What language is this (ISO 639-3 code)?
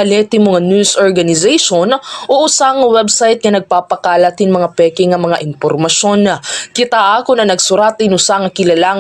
war